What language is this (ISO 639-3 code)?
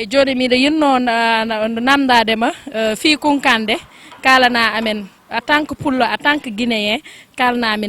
ful